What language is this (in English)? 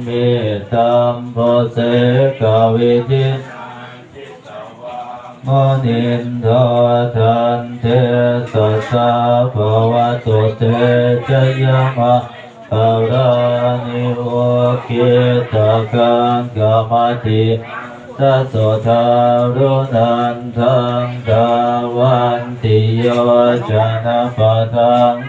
Pali